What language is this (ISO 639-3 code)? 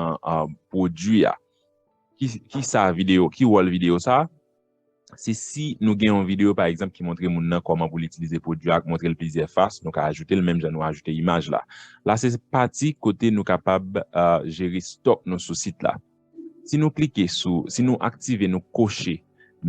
hat